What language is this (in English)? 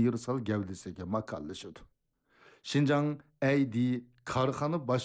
Uyghur